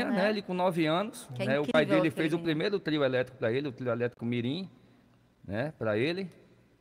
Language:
Portuguese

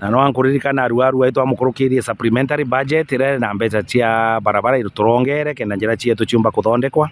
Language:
Meru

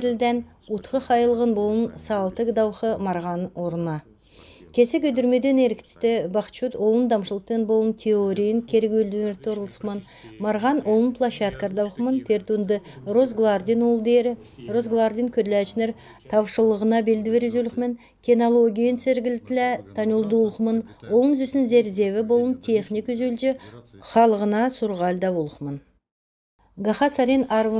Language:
Kalmyk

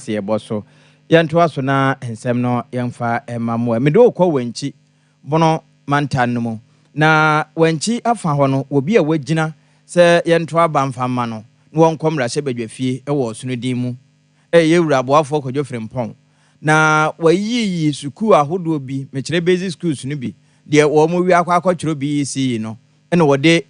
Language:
Akan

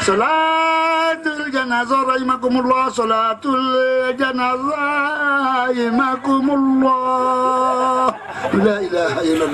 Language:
Sasak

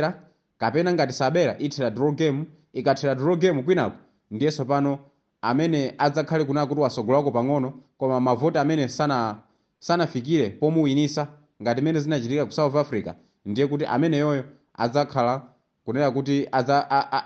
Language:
Nyanja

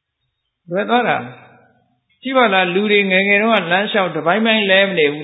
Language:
Burmese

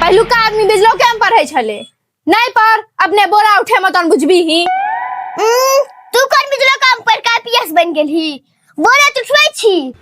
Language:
Maithili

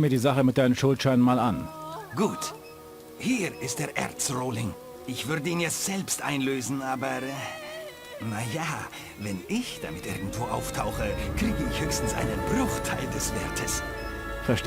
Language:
Bavarian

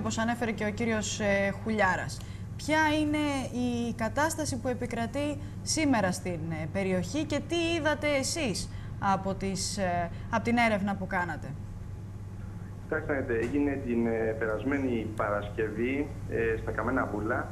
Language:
Greek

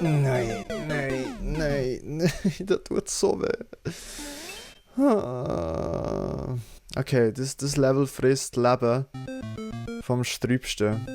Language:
Swiss German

